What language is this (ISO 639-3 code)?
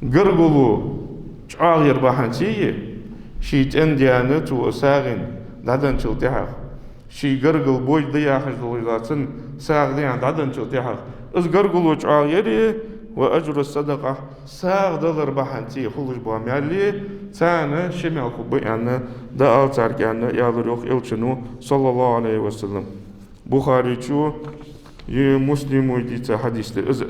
inh